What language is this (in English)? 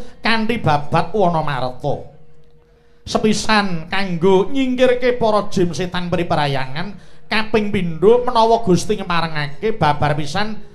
Javanese